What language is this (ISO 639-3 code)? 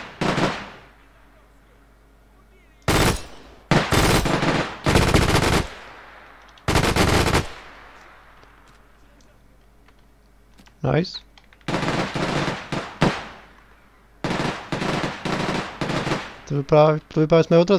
ces